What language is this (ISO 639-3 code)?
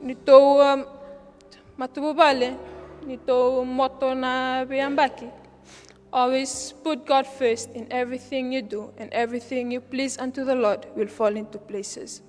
fij